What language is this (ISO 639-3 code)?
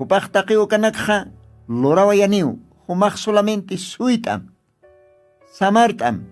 aym